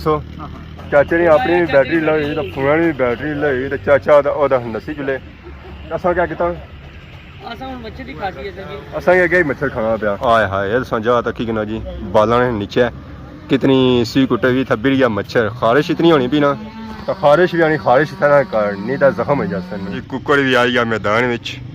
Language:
Pahari-Potwari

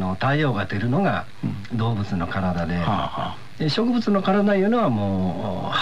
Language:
Japanese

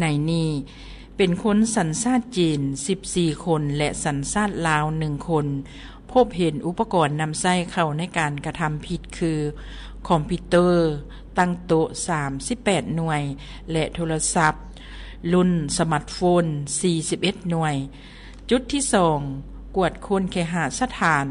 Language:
Lao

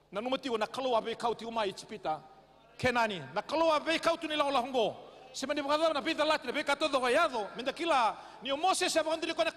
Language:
Fijian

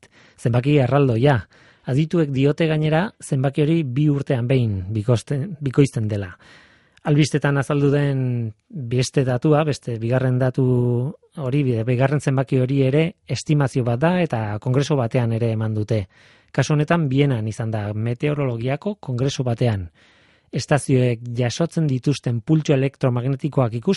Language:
Basque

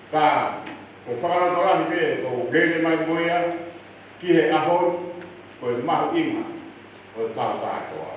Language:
Tongan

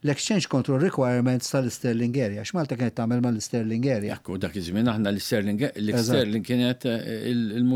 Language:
Maltese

